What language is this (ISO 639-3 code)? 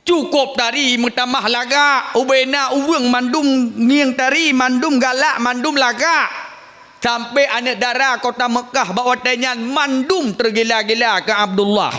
ace